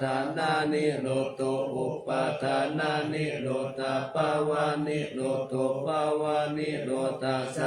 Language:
Pali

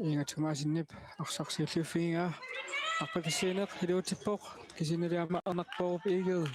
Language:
Kalaallisut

